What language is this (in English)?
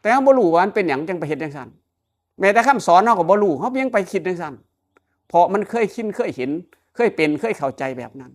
Northeastern Thai